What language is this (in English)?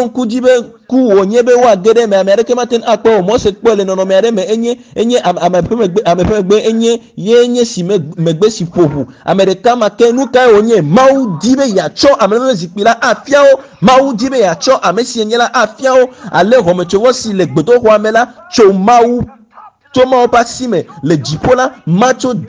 Ewe